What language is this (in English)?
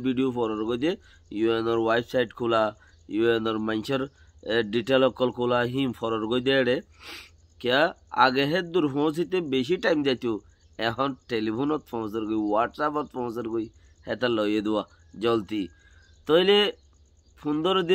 Rohingya